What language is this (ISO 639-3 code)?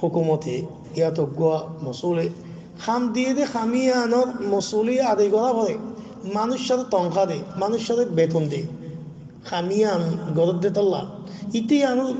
rhg